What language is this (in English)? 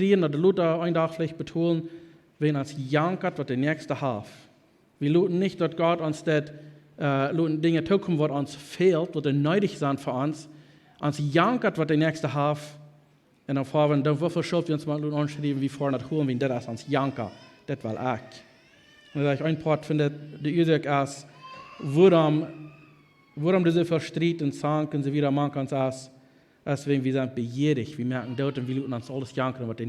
Plautdietsch